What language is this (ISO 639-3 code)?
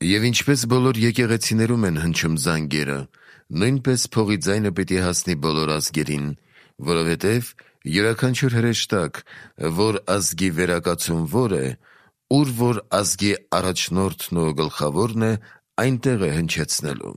hye